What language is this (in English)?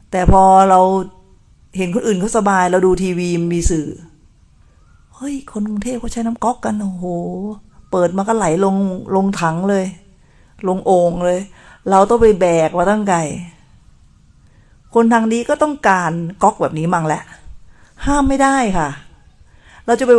Thai